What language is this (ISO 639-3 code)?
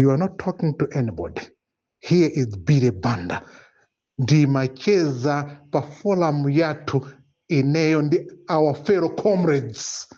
nya